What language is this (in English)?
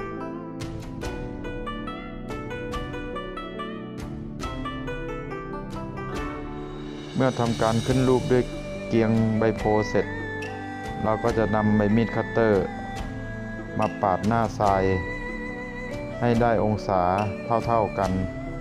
Thai